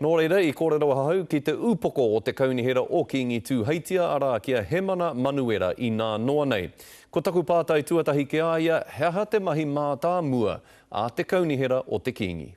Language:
Māori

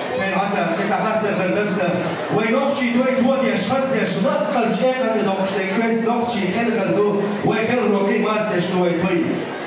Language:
Chechen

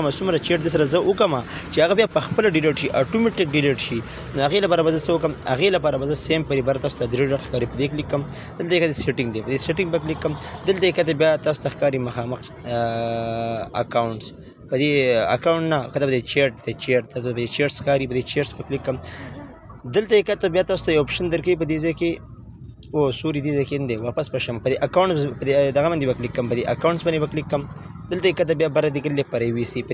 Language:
Pashto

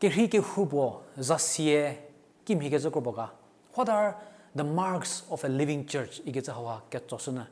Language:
Angami Naga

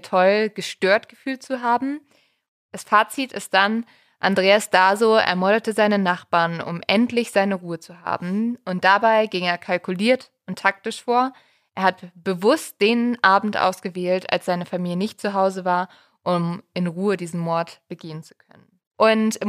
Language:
German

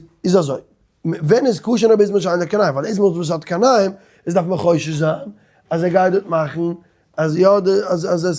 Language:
Yiddish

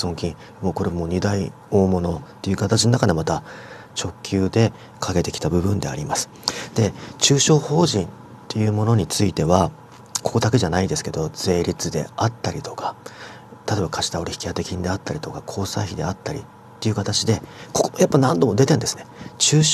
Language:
Japanese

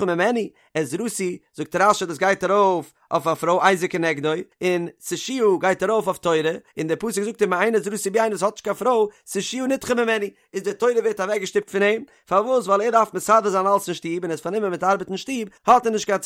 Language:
Yiddish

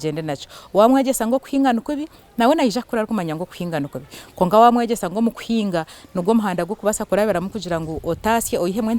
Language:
Nyankole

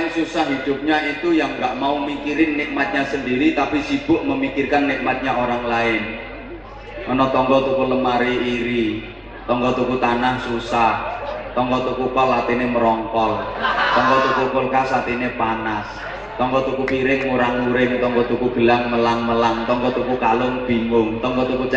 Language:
Javanese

